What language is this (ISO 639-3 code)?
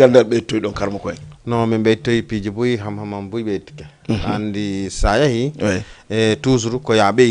ful